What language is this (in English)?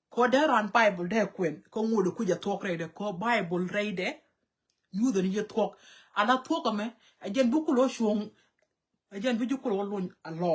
Nuer